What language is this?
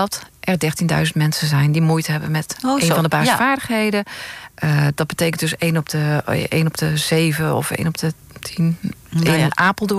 Dutch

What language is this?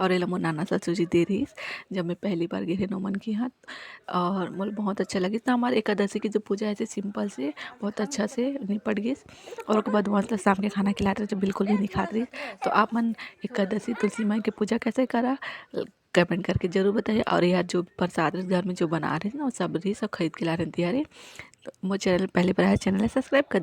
Chhattisgarhi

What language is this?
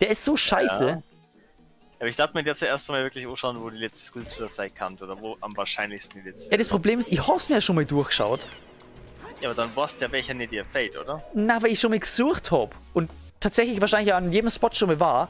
Bavarian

